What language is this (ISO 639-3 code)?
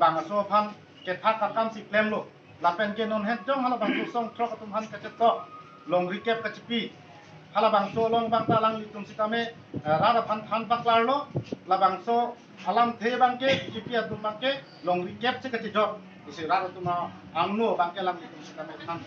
mjw